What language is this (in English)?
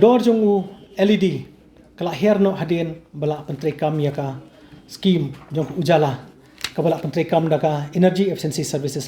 Khasi